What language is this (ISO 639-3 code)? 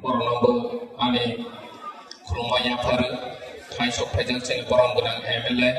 trp